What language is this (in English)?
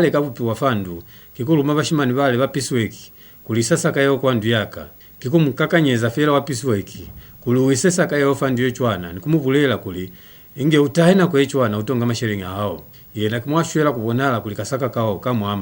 Lozi